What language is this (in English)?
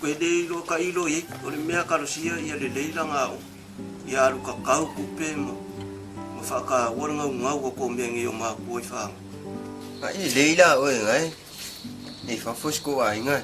Samoan